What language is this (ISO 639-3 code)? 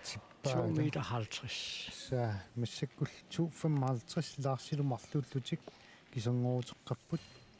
kal